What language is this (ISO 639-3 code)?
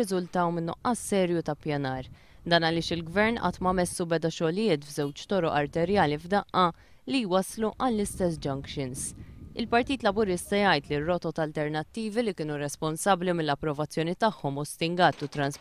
mlt